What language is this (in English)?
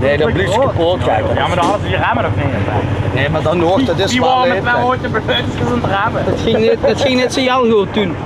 Limburgish